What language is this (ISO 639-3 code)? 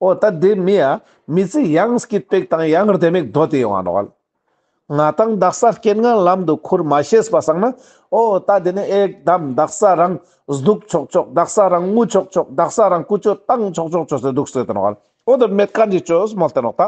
lbj